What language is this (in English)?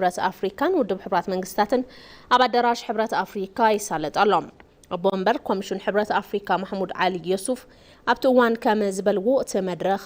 Tigrinya